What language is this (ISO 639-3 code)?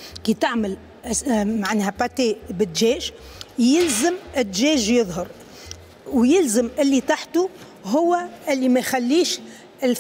aeb